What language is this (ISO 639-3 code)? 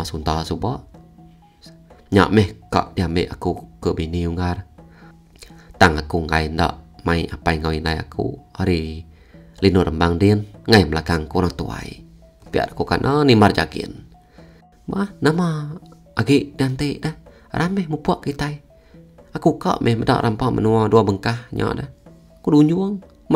iba